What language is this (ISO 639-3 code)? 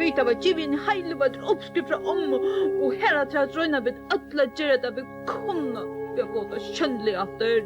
fao